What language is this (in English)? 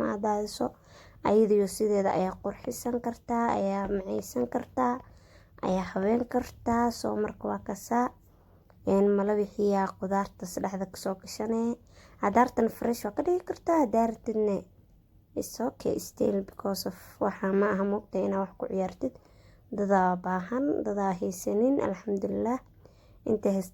Somali